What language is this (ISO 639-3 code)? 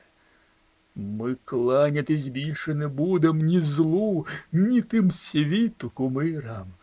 ukr